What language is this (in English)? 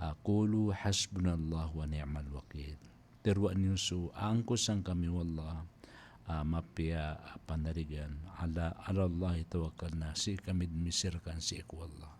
Maranao